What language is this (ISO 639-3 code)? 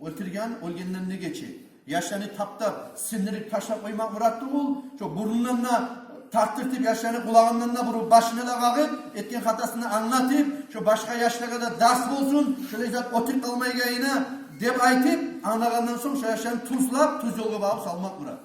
kum